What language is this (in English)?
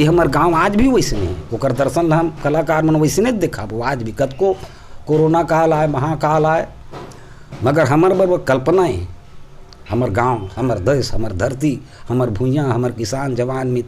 Chhattisgarhi